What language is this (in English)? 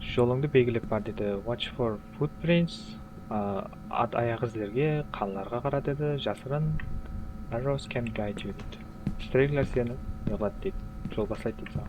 Kara-Kalpak